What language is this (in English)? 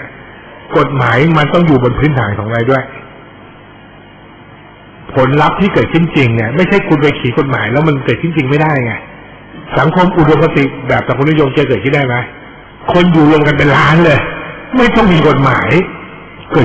Thai